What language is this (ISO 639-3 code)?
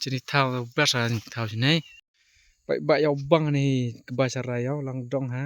kha